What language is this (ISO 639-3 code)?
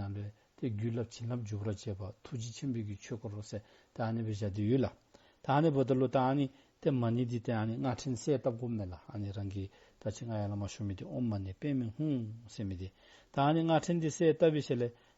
dzo